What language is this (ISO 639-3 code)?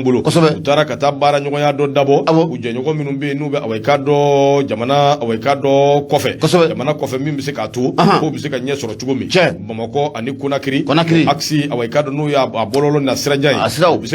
bam